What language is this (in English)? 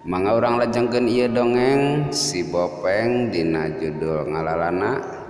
Sundanese